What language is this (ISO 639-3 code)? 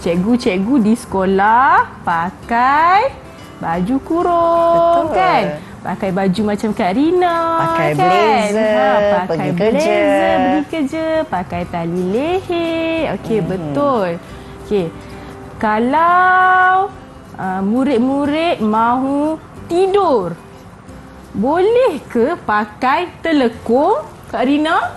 msa